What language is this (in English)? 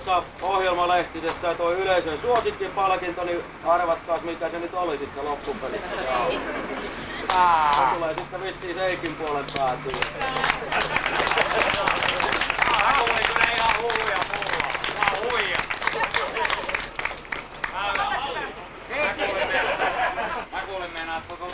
Finnish